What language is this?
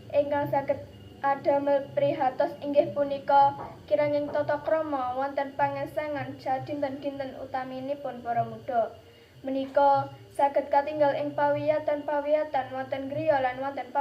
Javanese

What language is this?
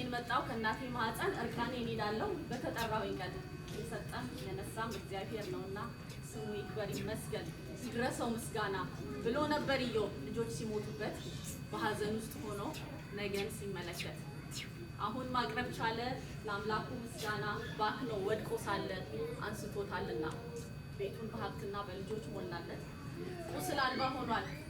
Amharic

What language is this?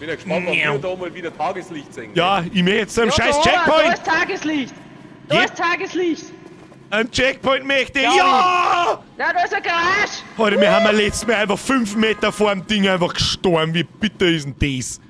Bavarian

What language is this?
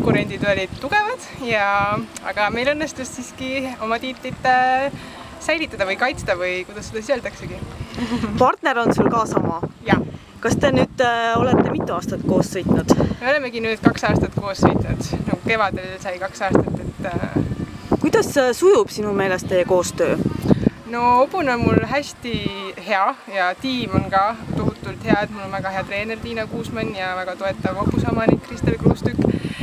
Estonian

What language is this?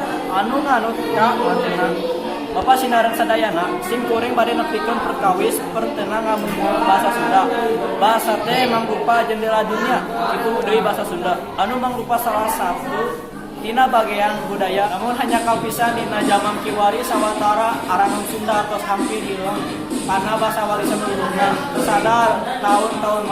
Sundanese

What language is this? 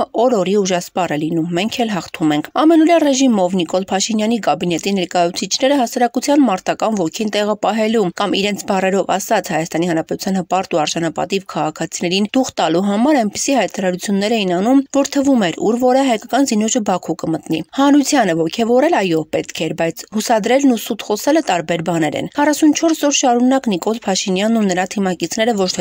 Armenian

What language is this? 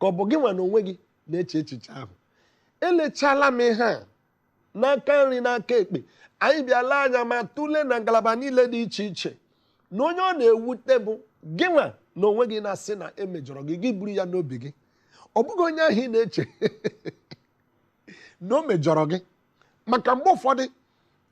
Igbo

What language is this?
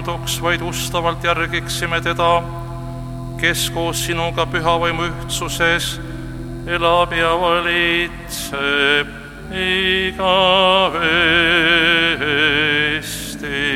Estonian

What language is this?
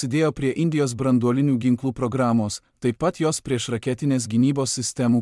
Lithuanian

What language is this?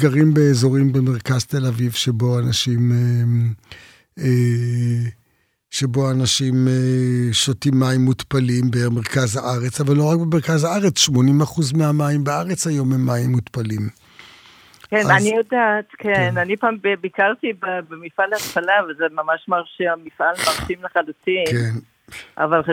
Hebrew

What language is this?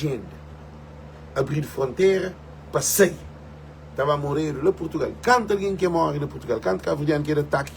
Kabuverdianu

